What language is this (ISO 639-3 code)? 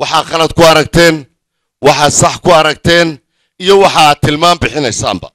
som